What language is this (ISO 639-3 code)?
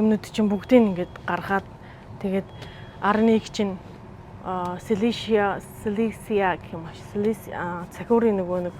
mon